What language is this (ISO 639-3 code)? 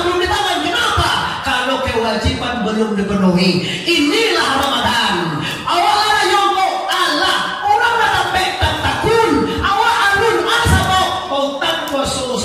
min